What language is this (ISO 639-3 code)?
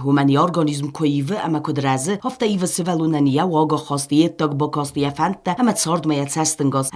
oss